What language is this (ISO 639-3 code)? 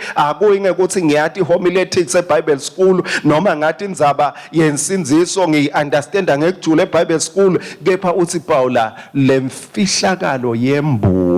ssw